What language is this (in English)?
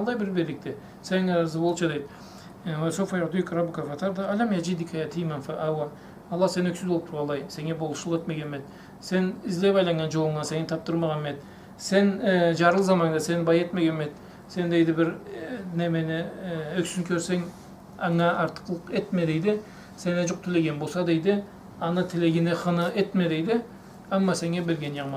Karachay-Balkar